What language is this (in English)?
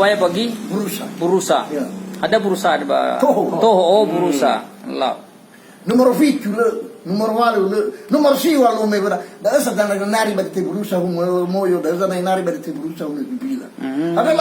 Nias